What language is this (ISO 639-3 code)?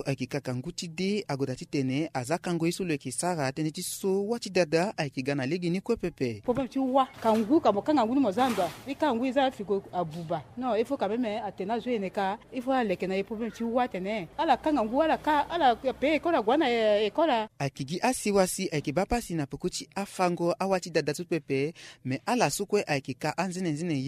sag